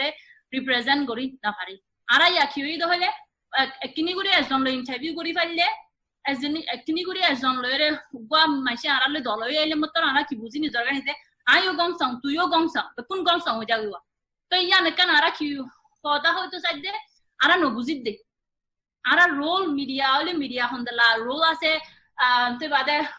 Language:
Rohingya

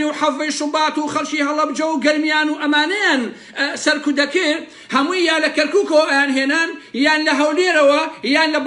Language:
Central Kurdish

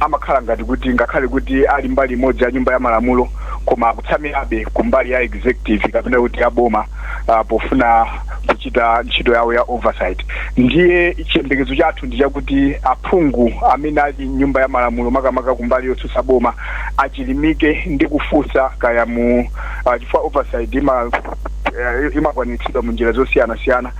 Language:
Nyanja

